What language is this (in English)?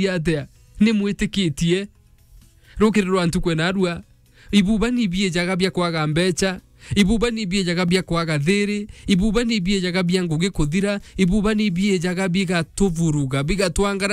Meru